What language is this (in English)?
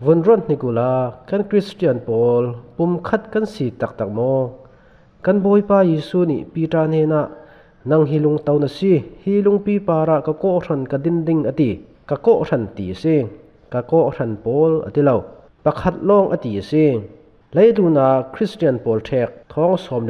Falam Chin